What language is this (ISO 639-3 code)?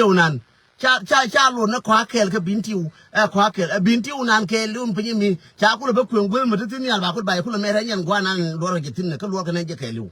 nus